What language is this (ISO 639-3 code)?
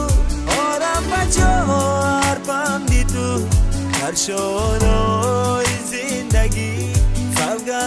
fas